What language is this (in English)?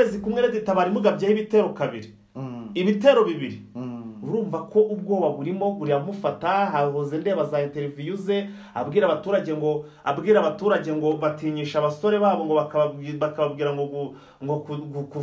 Kinyarwanda